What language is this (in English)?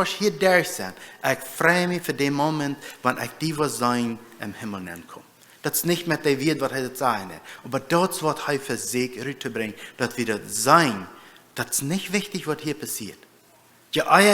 Plautdietsch